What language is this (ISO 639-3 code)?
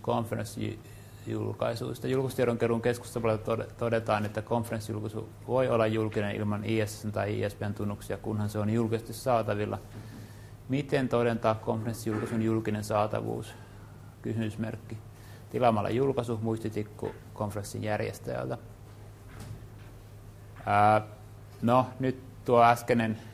fin